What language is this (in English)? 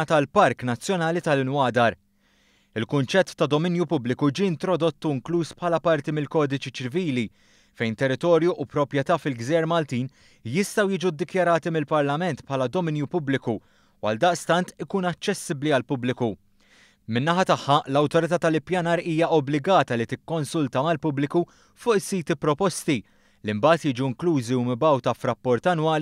Maltese